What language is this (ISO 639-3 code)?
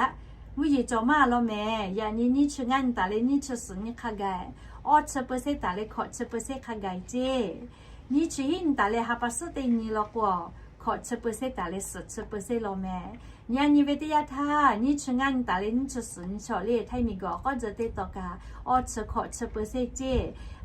lhu